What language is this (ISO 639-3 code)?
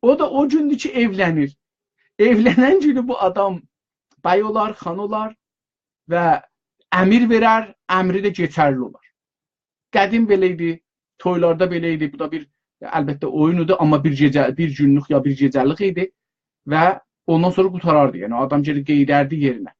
azb